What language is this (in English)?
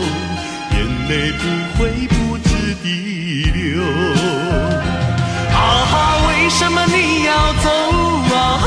Chinese